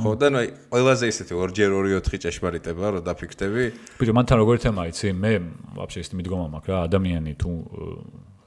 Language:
Georgian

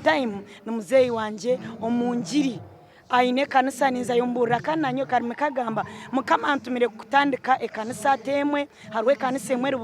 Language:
Nyankole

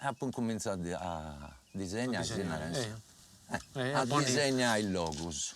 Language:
Sardinian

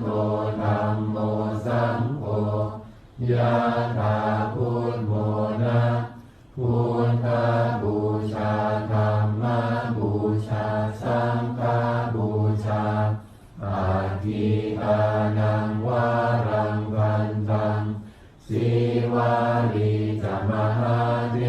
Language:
Pali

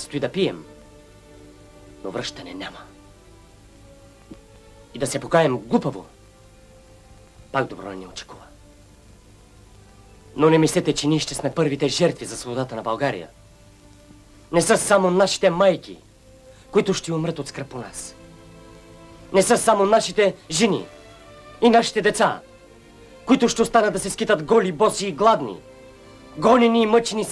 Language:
Bulgarian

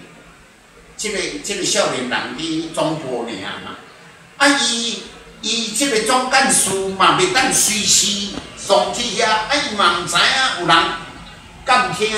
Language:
Min Nan Chinese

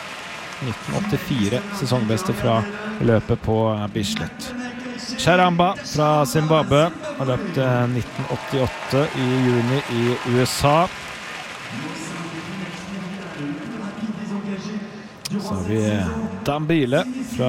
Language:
Norwegian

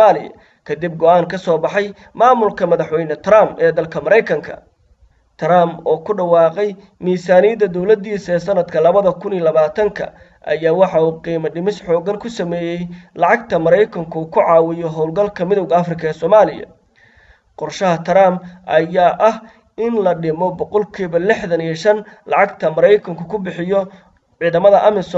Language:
Somali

